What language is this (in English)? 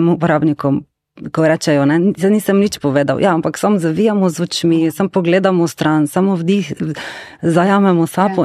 Slovenian